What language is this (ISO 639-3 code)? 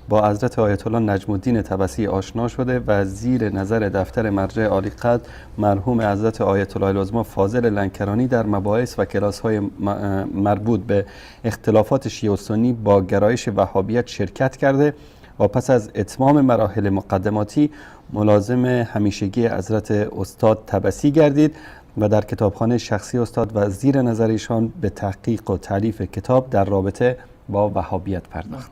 fas